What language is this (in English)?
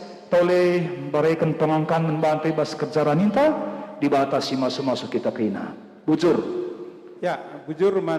Batak Karo